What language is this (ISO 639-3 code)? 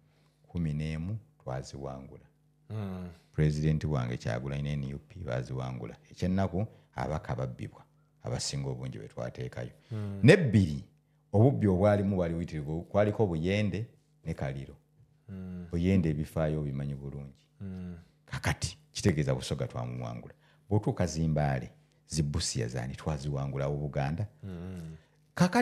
lug